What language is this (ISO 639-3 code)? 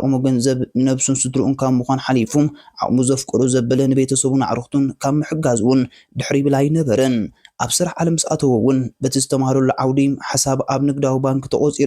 tir